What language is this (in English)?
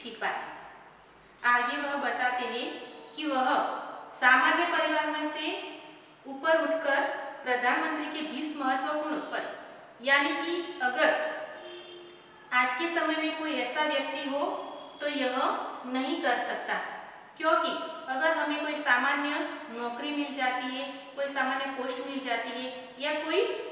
Hindi